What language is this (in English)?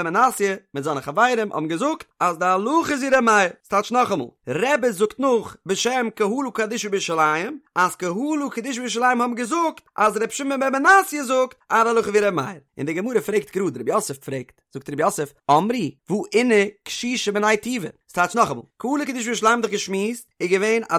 Yiddish